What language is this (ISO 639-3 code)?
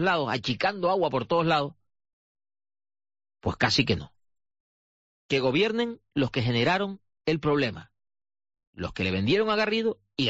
spa